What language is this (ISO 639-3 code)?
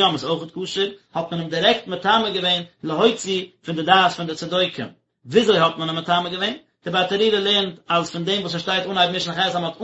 yid